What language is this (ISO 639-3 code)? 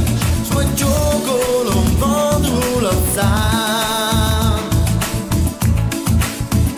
hun